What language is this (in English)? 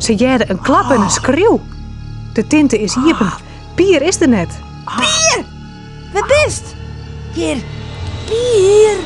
Western Frisian